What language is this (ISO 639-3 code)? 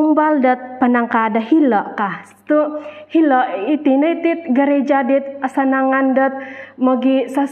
dtp